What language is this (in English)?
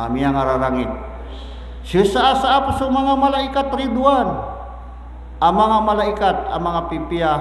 Maranao